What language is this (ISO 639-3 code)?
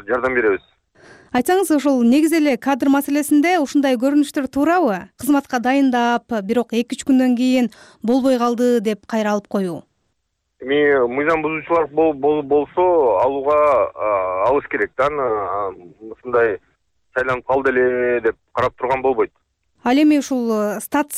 kir